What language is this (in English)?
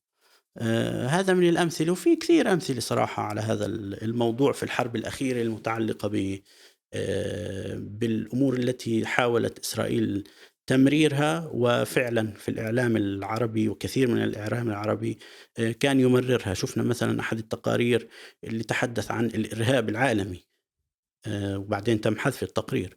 North Levantine Arabic